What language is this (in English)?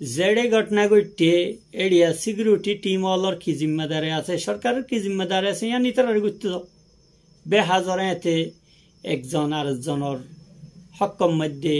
Rohingya